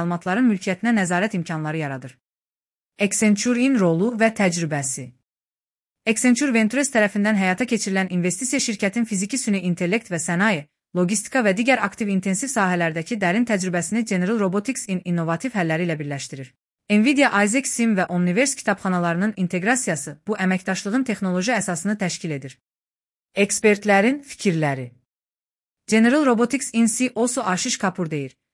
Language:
Azerbaijani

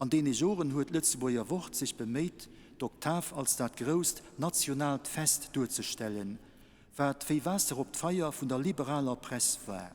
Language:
Luxembourgish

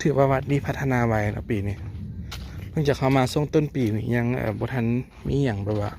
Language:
Lao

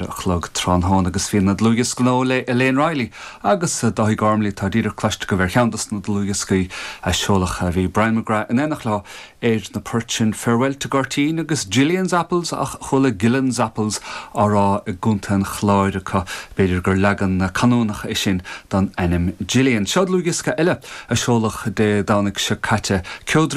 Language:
Irish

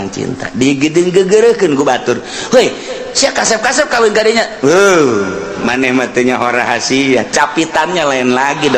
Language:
Sundanese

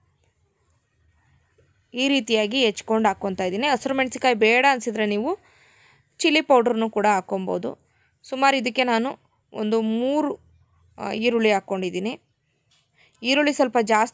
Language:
Kannada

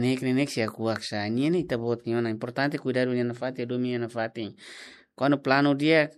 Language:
Tetum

